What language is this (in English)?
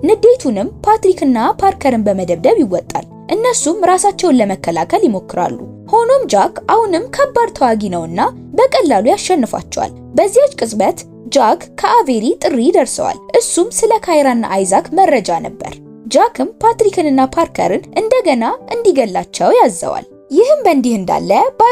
Amharic